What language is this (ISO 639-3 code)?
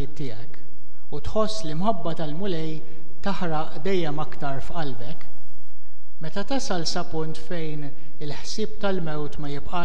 mlt